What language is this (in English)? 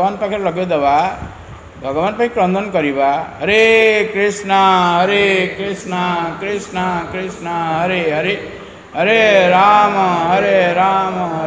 Odia